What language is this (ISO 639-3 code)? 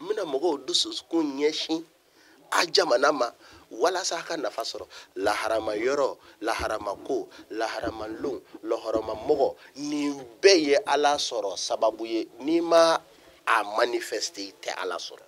bam